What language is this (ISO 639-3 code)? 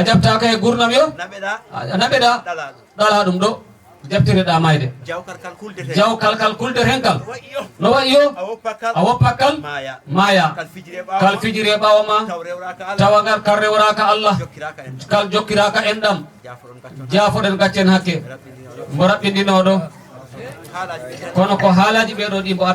ful